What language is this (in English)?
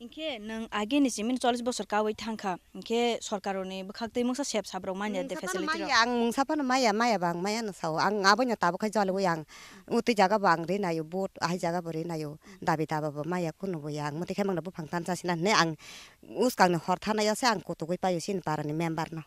Kok Borok